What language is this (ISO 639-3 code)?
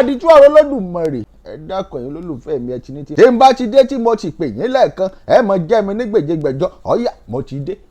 yor